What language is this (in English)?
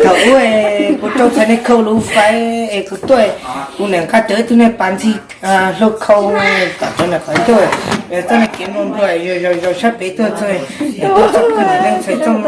Hmong